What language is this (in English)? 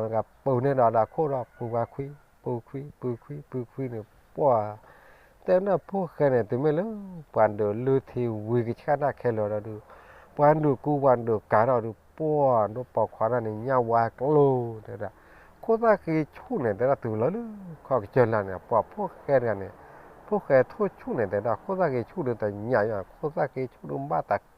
S'gaw Karen